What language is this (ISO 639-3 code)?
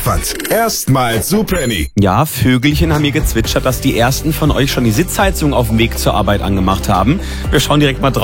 deu